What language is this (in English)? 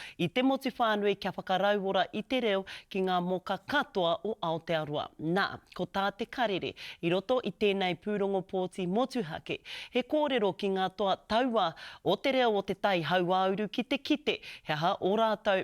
Māori